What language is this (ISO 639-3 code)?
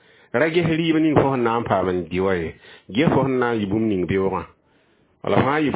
mos